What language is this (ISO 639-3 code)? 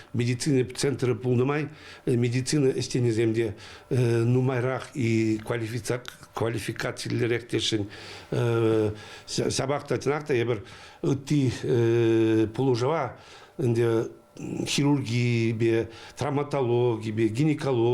chv